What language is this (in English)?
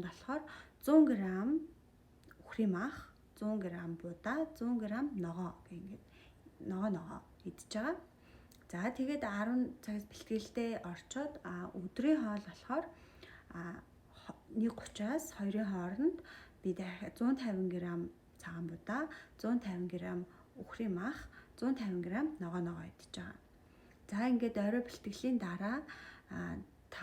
Mongolian